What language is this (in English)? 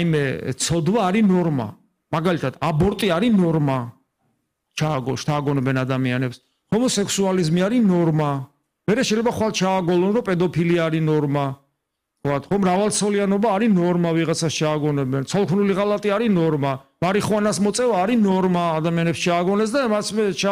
Georgian